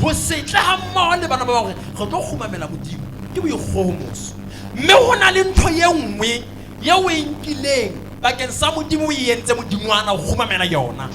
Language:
Southern Sotho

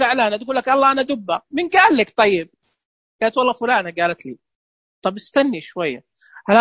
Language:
Najdi Arabic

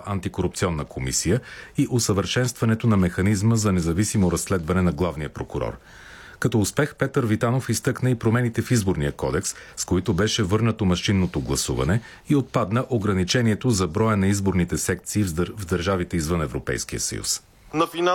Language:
Bulgarian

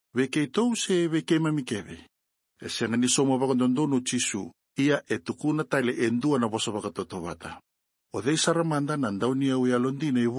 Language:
Fijian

